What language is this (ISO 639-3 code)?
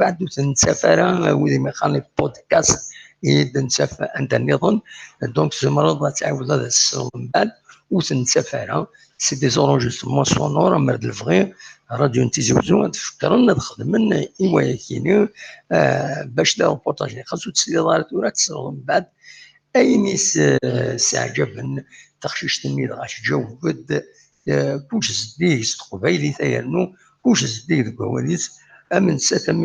kab